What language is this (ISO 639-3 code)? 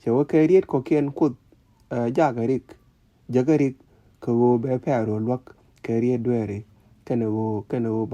nus